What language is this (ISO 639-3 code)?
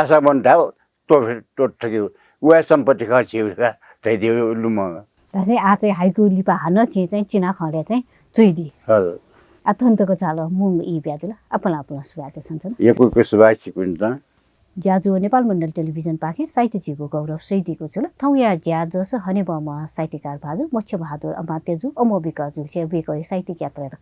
new